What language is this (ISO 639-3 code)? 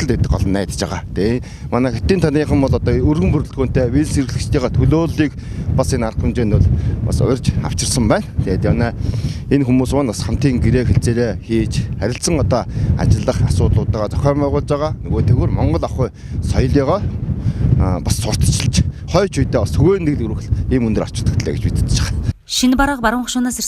mon